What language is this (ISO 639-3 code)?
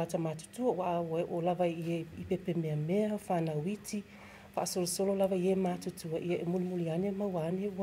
smo